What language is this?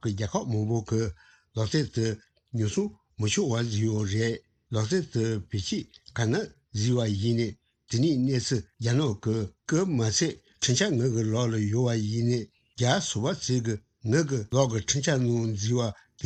Tibetan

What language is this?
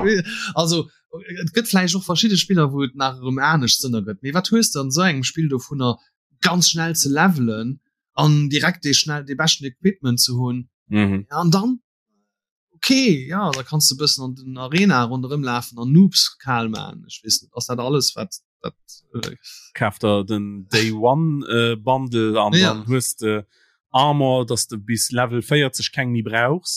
Luxembourgish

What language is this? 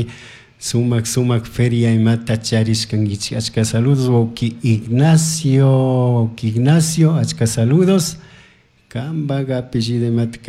Chimborazo Highland Quichua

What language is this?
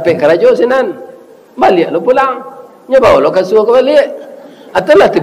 Minangkabau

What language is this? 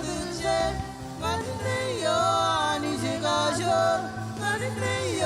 Marshallese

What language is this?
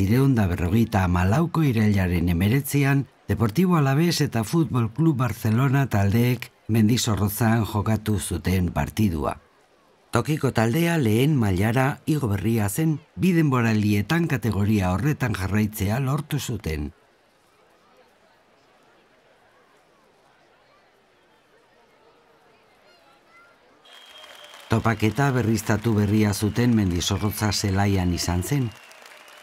Basque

